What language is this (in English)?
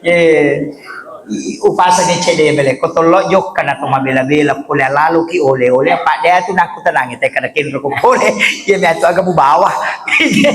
Buginese